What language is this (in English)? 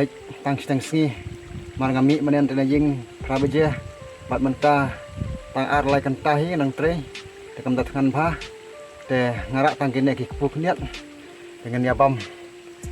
Khasi